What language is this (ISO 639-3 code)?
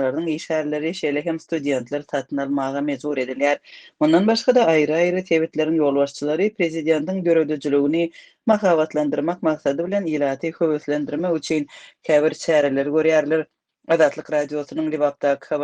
tuk